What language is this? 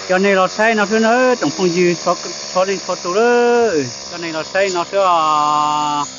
Hmong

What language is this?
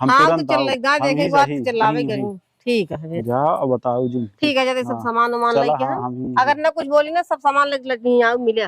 Awadhi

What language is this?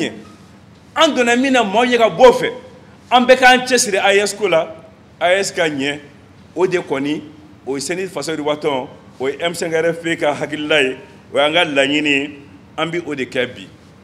Bambara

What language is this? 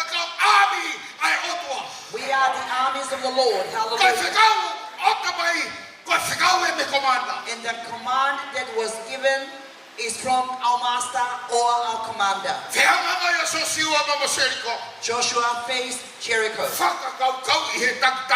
Tongan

